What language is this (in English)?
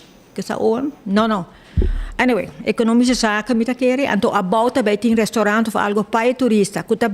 Papiamento